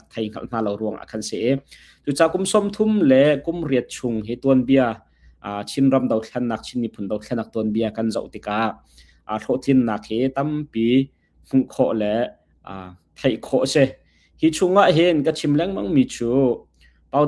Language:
Hakha Chin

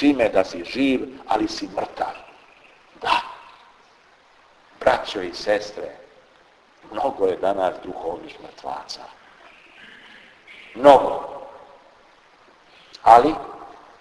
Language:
Serbian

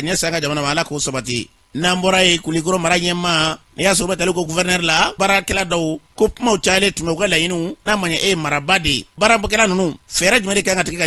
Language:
Bambara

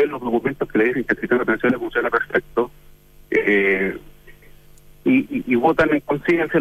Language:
Spanish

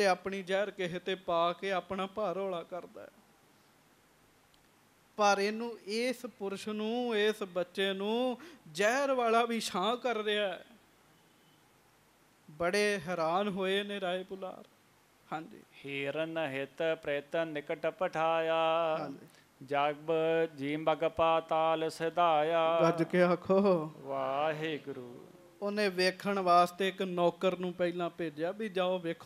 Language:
Punjabi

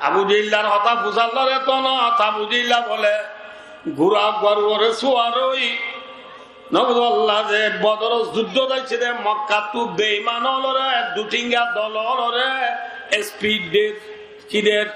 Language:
Rohingya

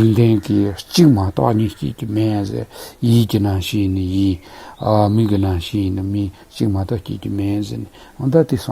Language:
Tibetan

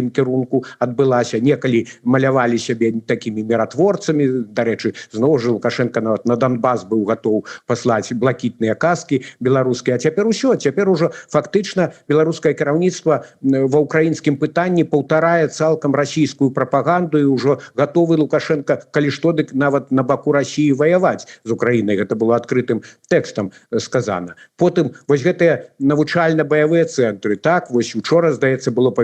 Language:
Belarusian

